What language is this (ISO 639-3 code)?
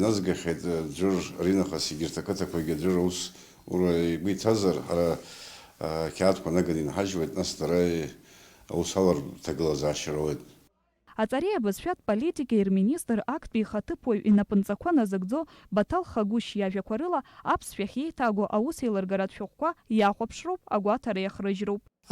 abk